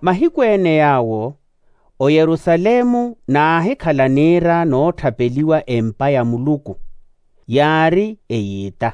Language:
Makhuwa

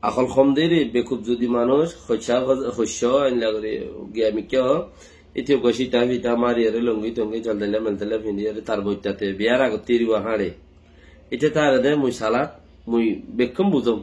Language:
Rohingya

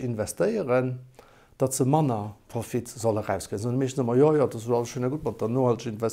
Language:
Luxembourgish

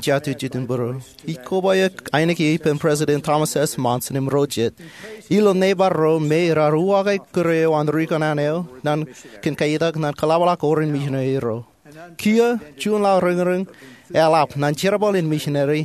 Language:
Marshallese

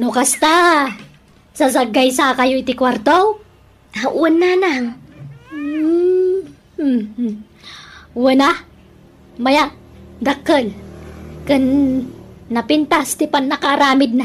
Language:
Iloko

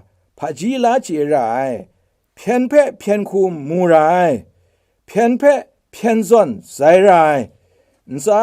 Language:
Kachin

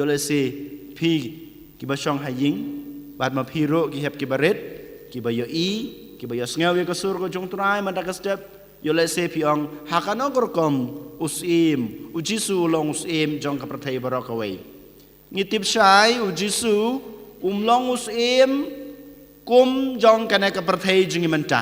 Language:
Khasi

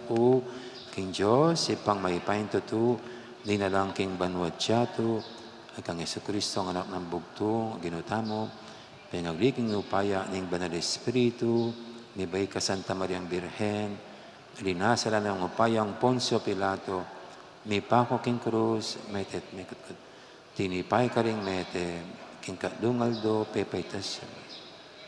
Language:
Pampanga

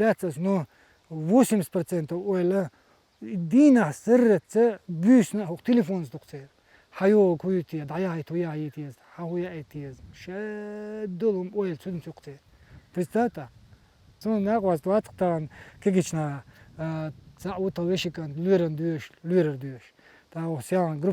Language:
Chechen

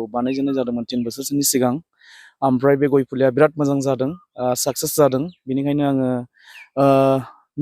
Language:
Bodo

